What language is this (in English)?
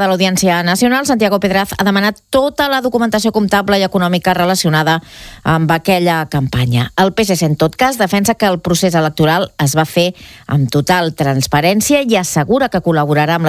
Catalan